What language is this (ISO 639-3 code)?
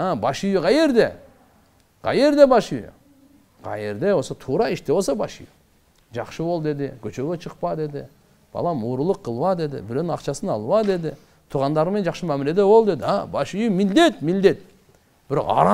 kir